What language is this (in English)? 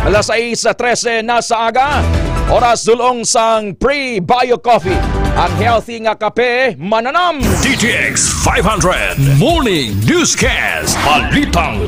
Hiligaynon